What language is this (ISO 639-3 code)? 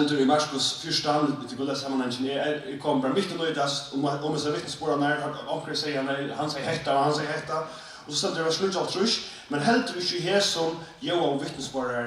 fao